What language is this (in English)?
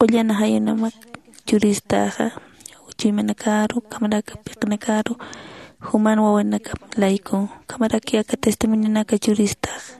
Aymara